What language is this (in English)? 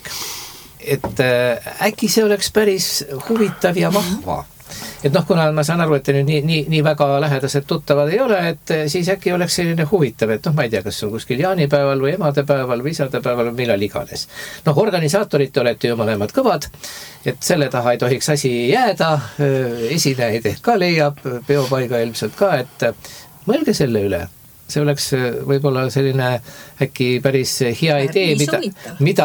Estonian